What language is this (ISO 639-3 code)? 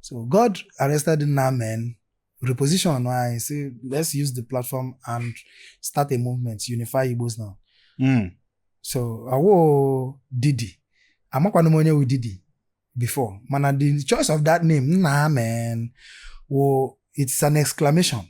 ibo